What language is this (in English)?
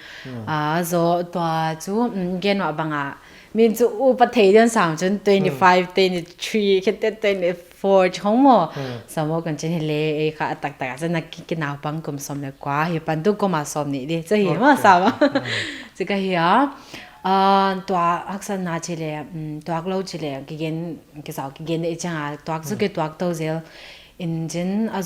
Paite Chin